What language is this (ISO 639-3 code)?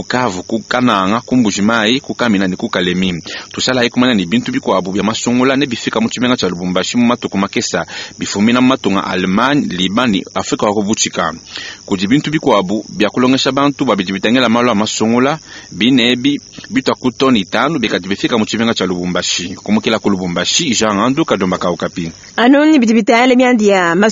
lua